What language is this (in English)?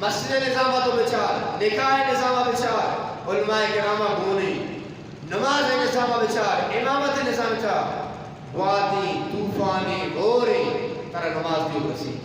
Eastern Balochi